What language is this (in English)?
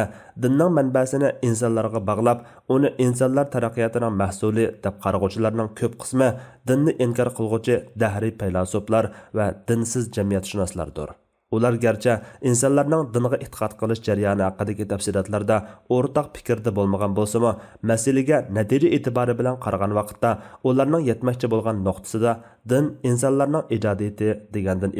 Uyghur